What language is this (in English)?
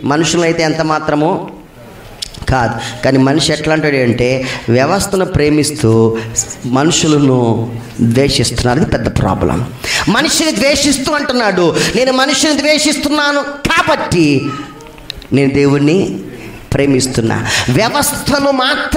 Telugu